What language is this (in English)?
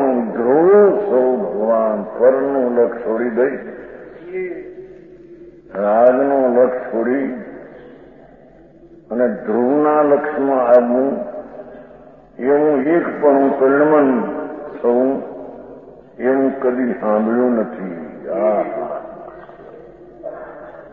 Gujarati